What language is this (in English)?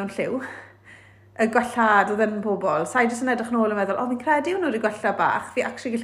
Welsh